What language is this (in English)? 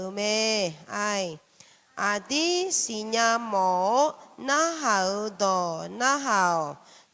Akha